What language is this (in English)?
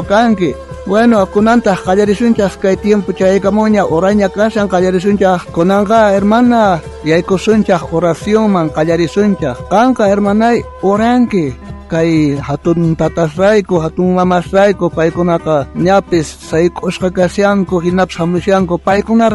South Bolivian Quechua